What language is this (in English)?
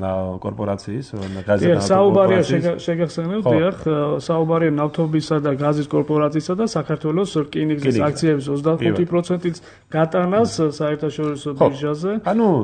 Georgian